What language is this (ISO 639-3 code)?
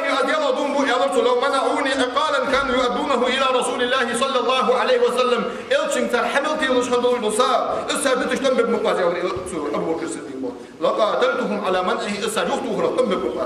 inh